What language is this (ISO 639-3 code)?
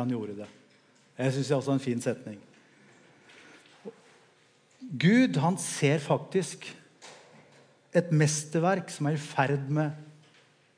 nor